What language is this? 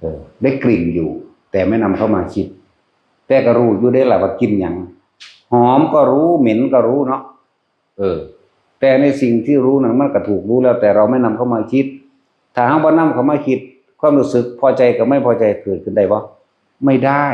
Northeastern Thai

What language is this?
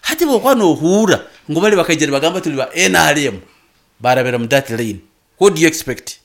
Nyoro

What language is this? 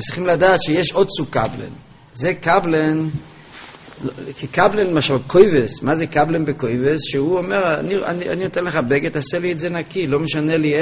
Hebrew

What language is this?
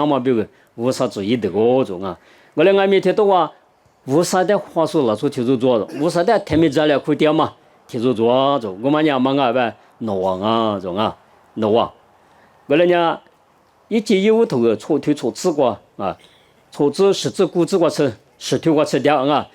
Lisu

